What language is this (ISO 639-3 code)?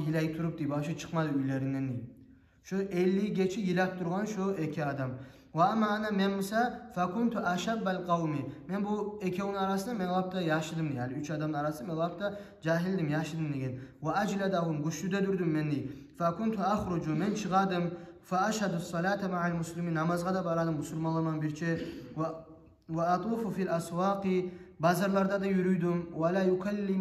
kum